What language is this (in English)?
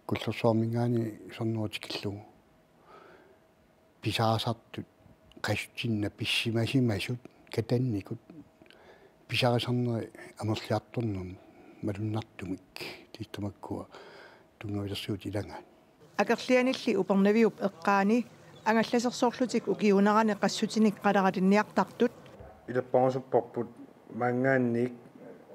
Kalaallisut